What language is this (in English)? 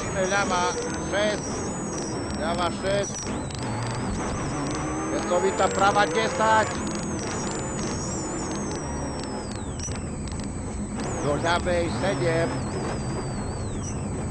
Slovak